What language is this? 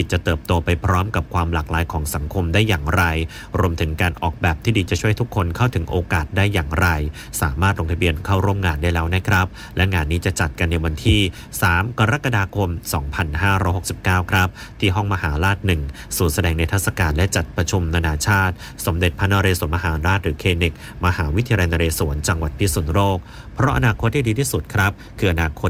Thai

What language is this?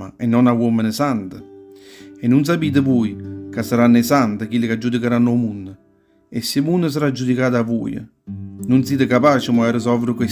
Neapolitan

